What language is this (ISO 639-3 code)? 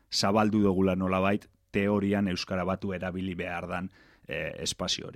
eus